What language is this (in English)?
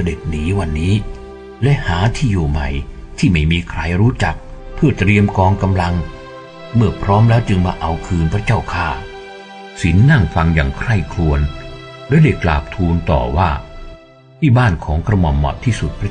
Thai